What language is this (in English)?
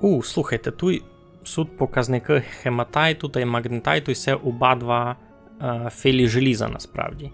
Rusyn